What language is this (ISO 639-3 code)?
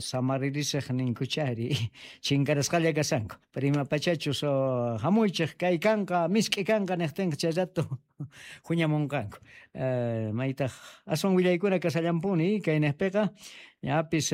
que